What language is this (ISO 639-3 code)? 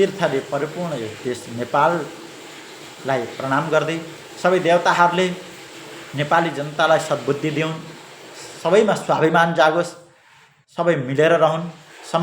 nep